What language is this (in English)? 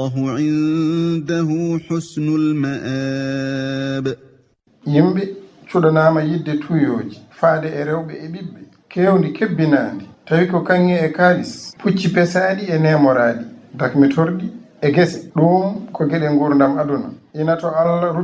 Fula